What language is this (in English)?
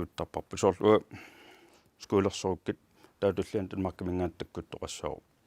Kalaallisut